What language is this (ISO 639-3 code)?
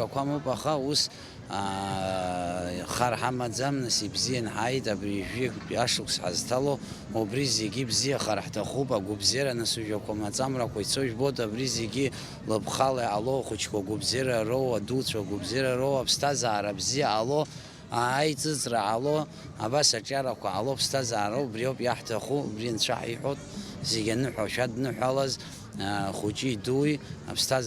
abk